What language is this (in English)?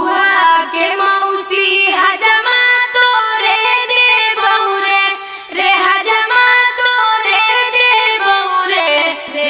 Magahi